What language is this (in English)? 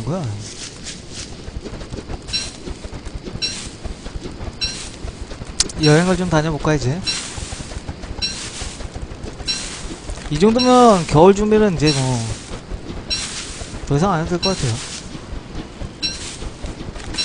Korean